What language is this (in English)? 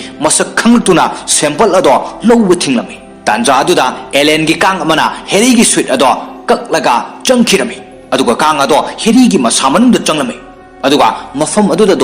Manipuri